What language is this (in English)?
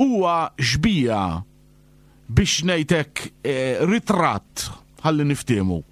Maltese